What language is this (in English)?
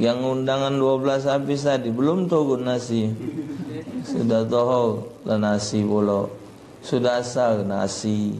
Musi